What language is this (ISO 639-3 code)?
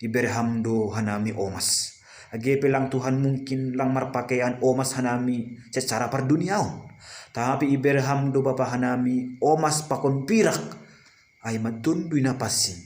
bts